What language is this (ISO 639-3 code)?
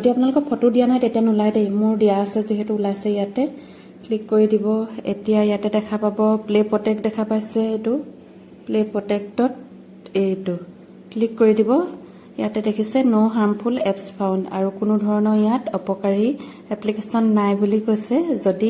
asm